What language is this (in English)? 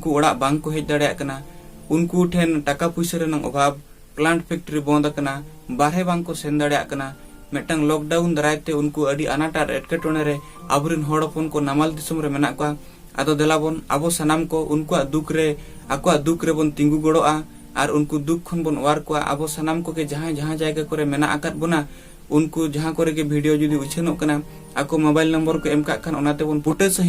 Santali